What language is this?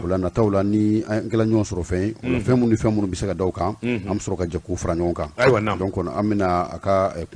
Bambara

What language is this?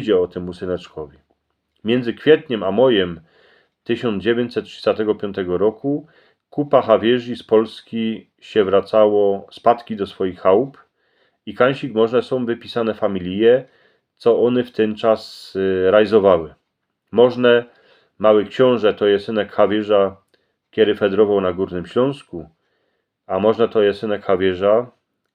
Silesian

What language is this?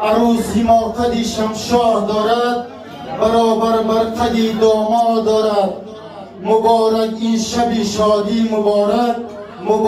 Tajik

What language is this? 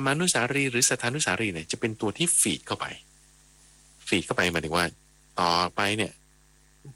Thai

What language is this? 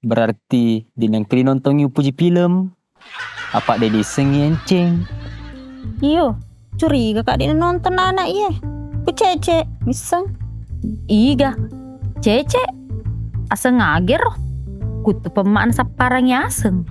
Buginese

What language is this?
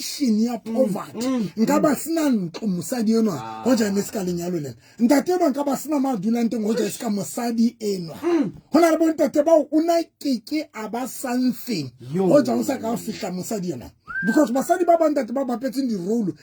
Southern Sotho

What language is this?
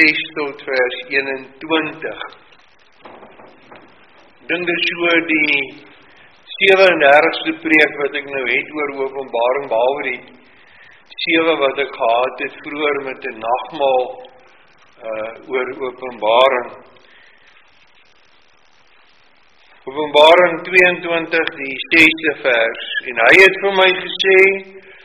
Afrikaans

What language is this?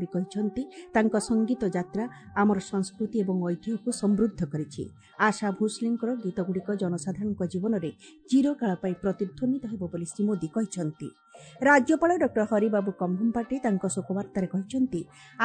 Odia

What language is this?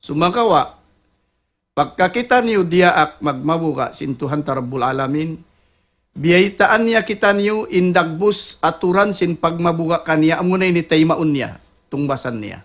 Tausug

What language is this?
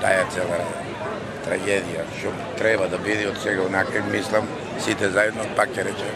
Macedonian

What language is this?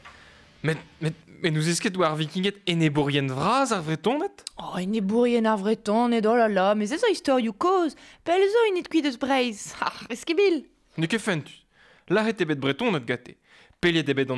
Breton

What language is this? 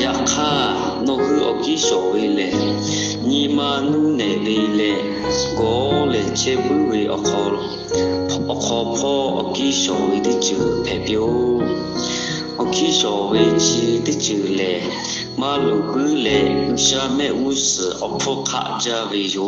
Lahu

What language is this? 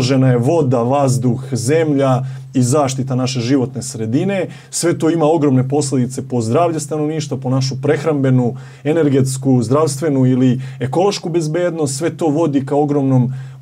Serbian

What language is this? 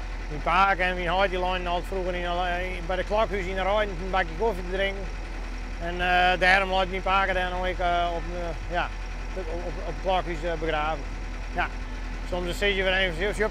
Western Frisian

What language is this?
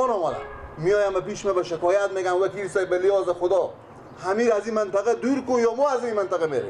Persian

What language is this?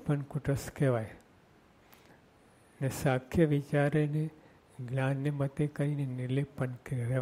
Gujarati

